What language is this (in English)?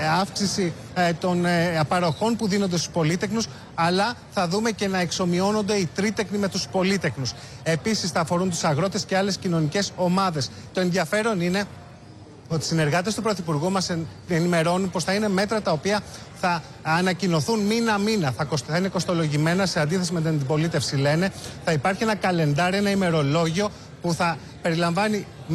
Greek